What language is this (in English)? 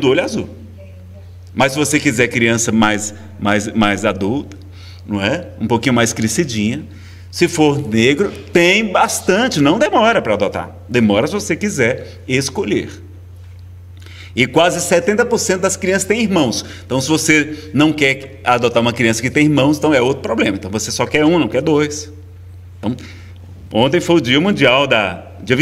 Portuguese